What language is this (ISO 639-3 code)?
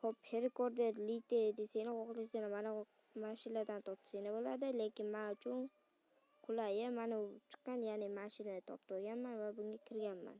uzb